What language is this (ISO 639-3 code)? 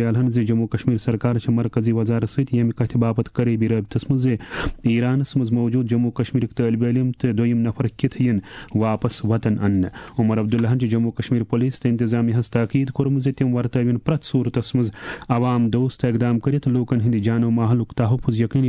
kas